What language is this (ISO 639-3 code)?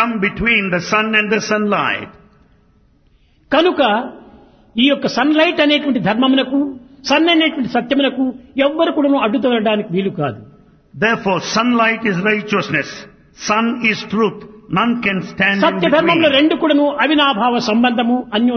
tel